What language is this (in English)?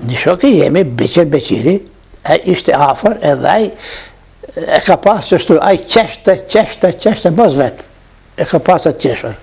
Albanian